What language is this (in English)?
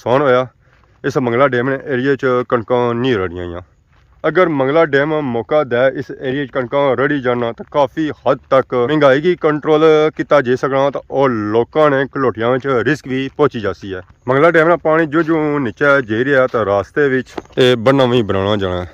Pahari-Potwari